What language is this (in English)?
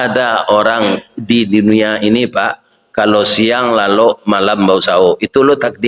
Minangkabau